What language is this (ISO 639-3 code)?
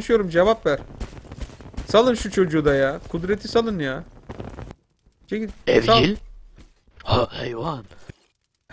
tur